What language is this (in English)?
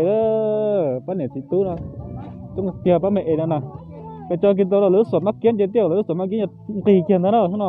Hmong